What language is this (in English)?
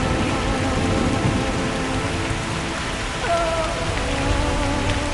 Paite Chin